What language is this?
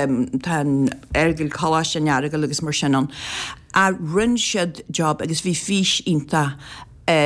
Irish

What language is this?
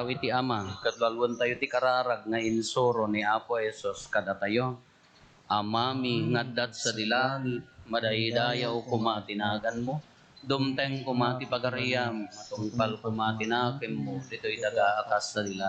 Iloko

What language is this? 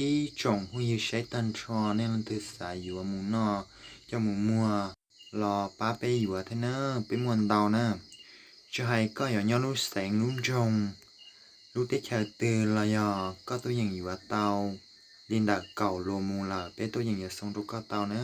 Hmong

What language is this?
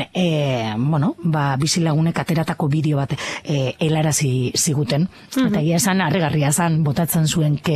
Basque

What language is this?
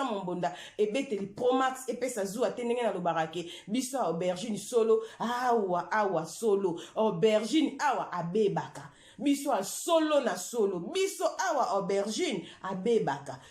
Lingala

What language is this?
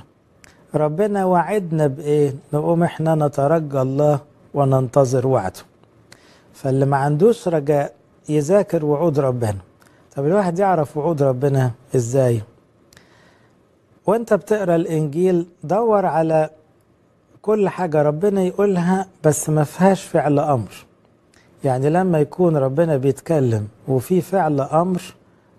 Egyptian Arabic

